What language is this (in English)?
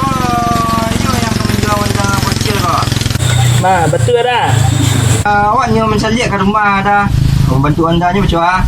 Minangkabau